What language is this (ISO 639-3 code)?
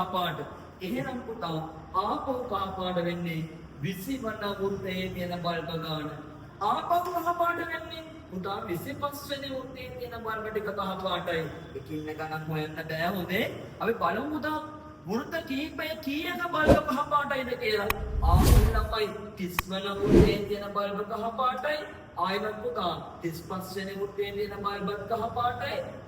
sin